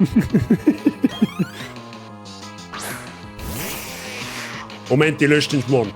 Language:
Bavarian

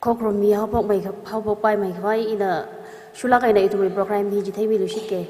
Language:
Tangkhul Naga (India)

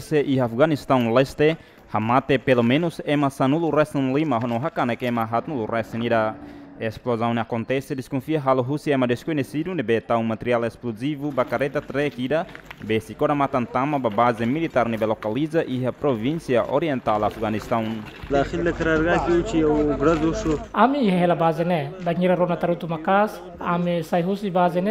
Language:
Tetum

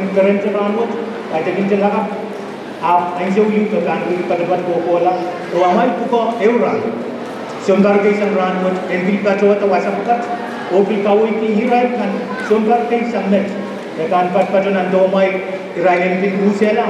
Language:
Pohnpeian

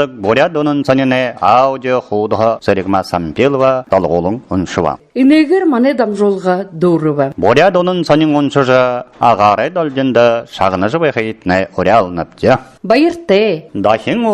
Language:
Buriat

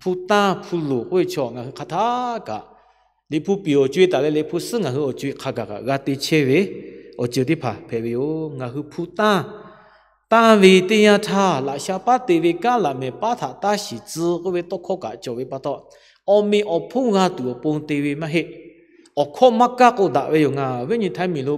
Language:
Lahu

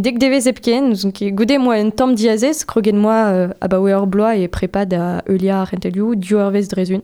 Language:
Breton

